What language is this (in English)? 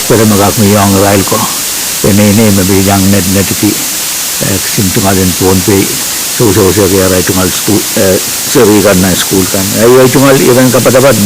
Pohnpeian